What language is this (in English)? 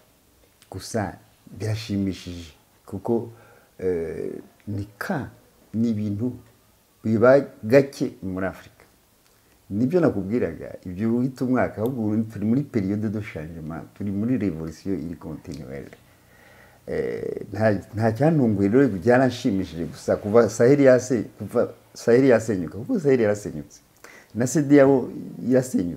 Kinyarwanda